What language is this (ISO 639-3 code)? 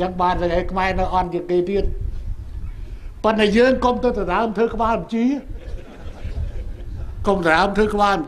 khm